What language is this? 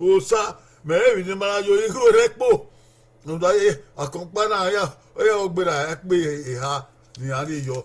Bini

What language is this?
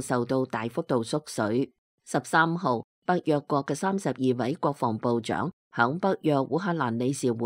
Cantonese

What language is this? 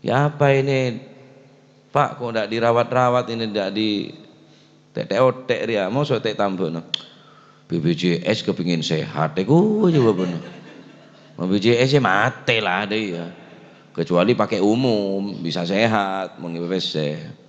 Madurese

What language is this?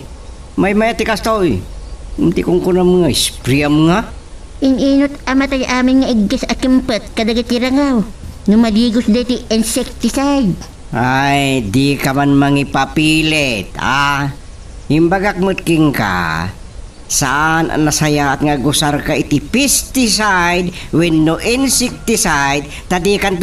Iloko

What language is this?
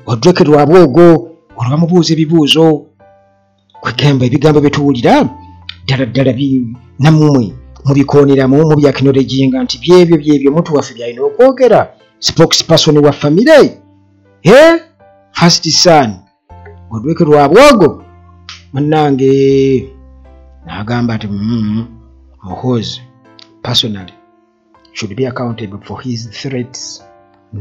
Ganda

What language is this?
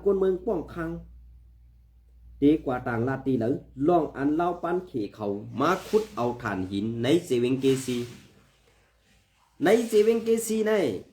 Shan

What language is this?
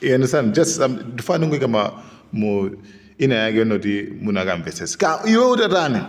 Nyanja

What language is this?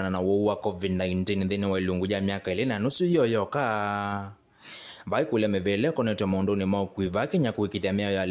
Kamba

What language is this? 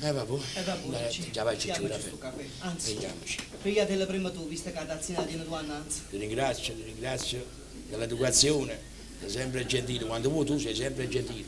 Neapolitan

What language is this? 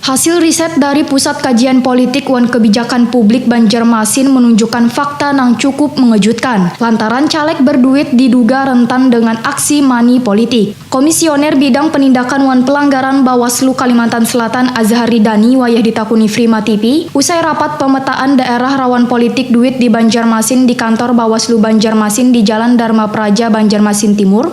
Banjar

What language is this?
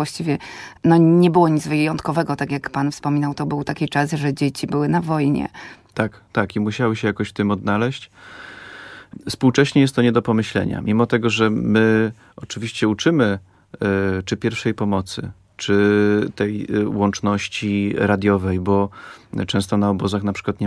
Polish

